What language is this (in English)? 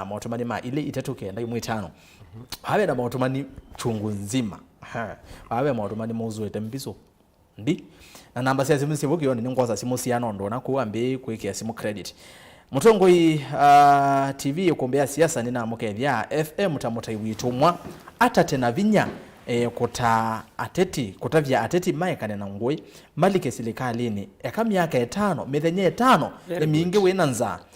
Kamba